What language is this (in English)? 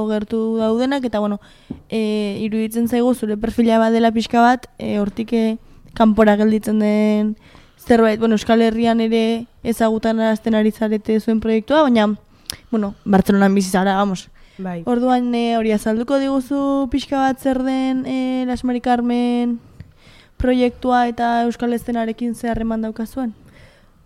Basque